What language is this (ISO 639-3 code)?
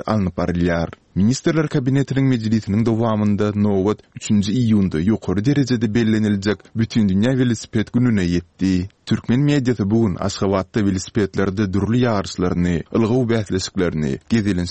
tuk